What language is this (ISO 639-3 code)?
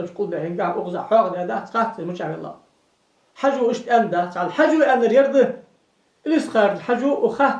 inh